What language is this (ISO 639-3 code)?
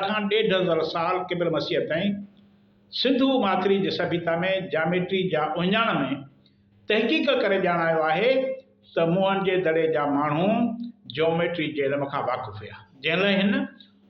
snd